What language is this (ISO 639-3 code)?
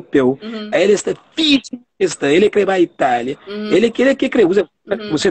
kea